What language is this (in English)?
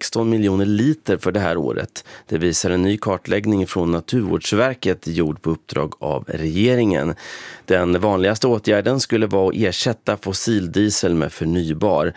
Swedish